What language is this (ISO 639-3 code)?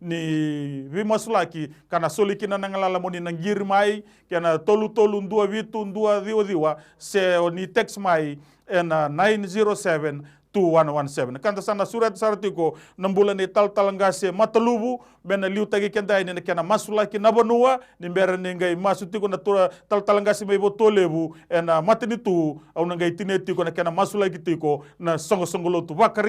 fij